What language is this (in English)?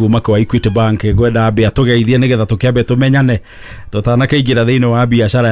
Kikuyu